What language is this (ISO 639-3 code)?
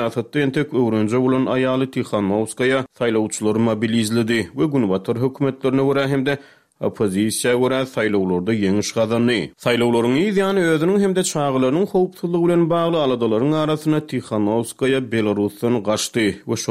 tuk